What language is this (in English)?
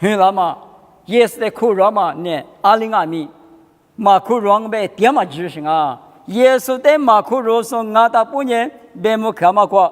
Lisu